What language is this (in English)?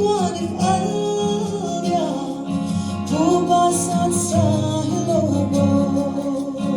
Paite Chin